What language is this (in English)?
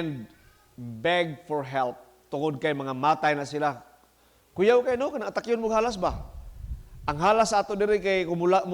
Cebuano